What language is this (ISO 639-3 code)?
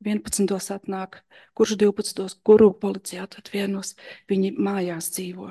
lav